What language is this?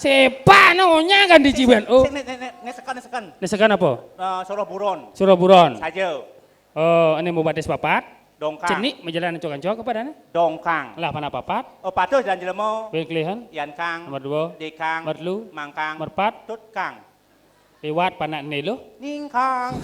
Balinese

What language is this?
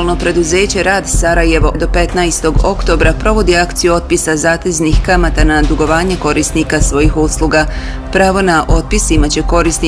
Bosnian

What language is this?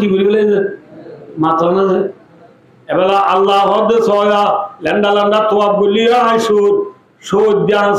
Rohingya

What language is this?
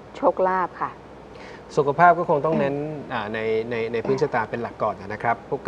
Thai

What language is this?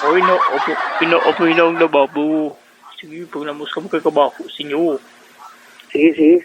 Hiligaynon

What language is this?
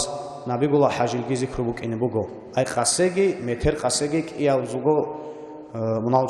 Avaric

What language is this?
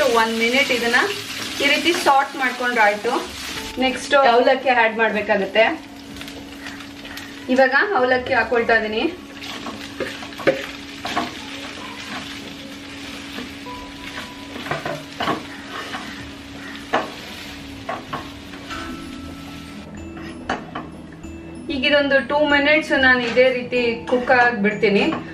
Kannada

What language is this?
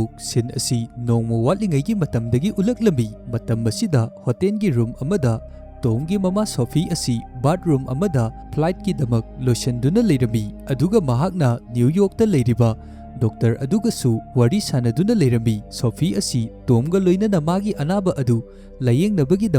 Manipuri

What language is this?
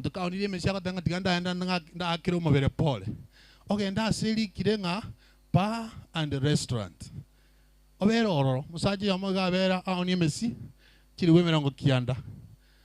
Gusii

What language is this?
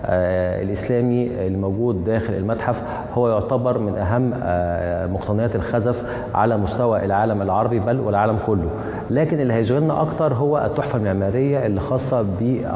Egyptian Arabic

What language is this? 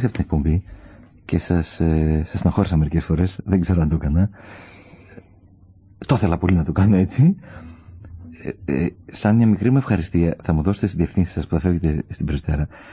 Greek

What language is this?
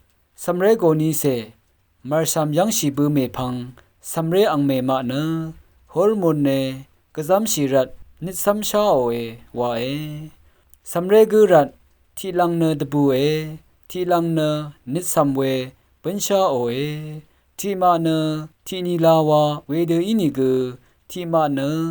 Rawang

